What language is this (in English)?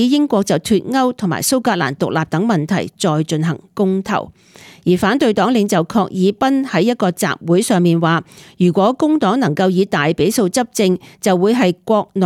Cantonese